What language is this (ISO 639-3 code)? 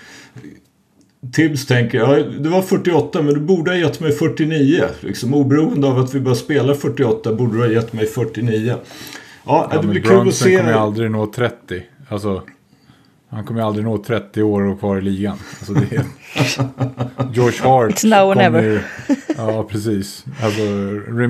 swe